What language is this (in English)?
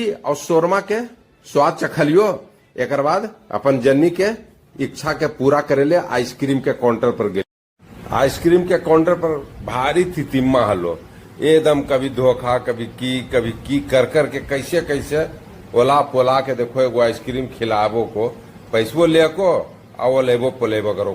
Magahi